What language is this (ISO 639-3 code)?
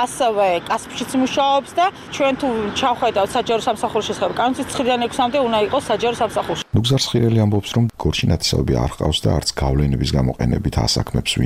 kat